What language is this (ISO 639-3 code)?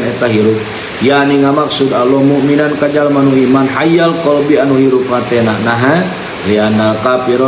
sun